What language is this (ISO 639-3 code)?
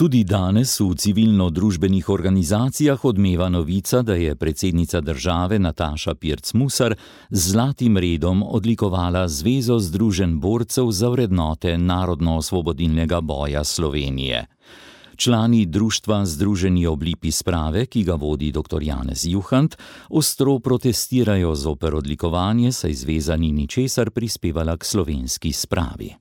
slv